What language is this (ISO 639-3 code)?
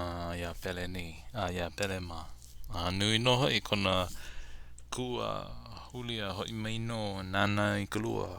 haw